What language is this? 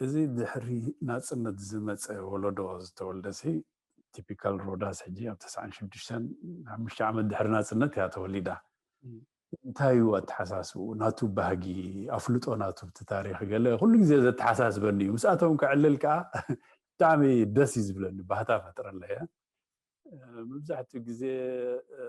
Tigrinya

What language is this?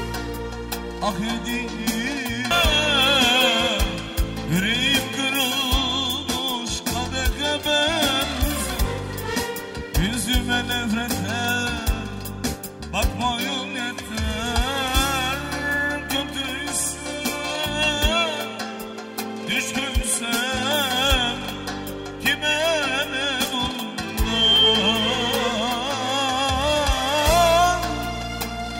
Turkish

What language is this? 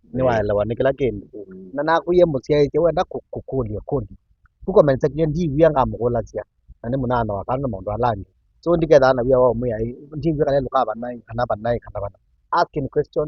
Kamba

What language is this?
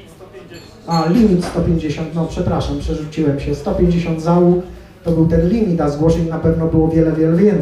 Polish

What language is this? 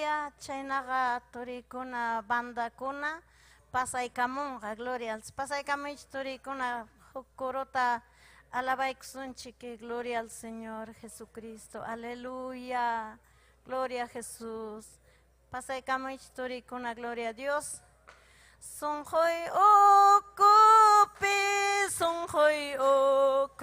Ayacucho Quechua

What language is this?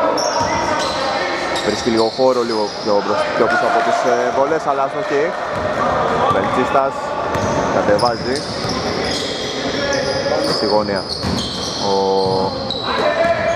Greek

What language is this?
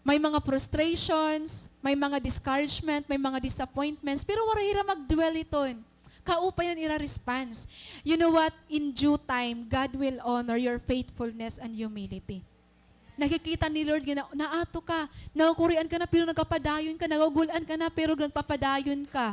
Waray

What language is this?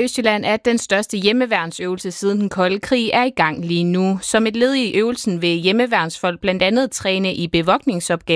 Danish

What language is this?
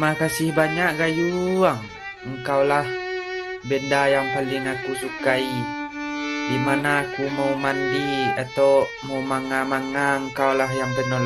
Minangkabau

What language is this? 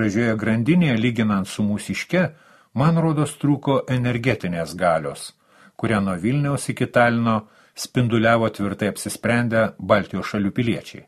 Lithuanian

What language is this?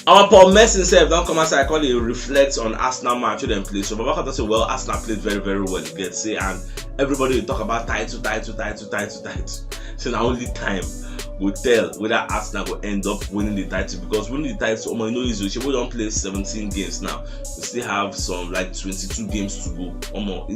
Nigerian Pidgin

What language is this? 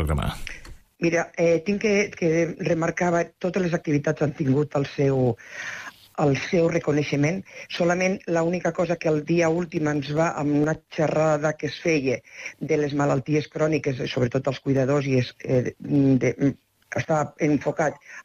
Catalan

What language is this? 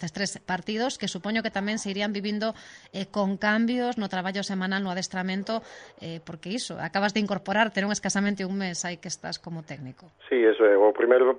Galician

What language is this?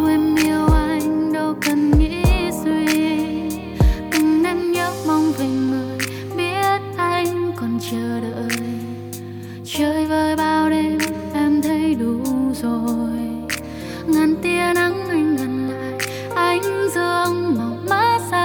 Vietnamese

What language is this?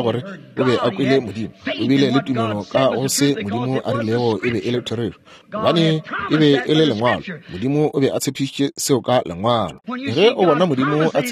Northern Sotho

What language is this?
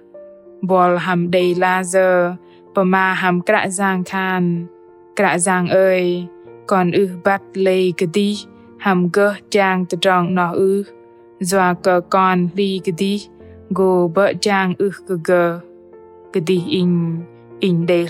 Bahnar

